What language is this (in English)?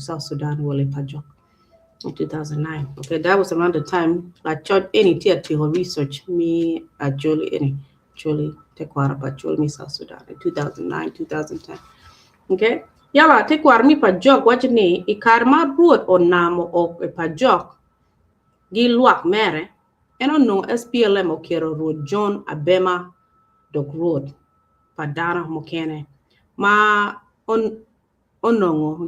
Acoli